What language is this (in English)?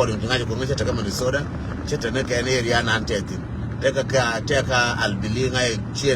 Nuer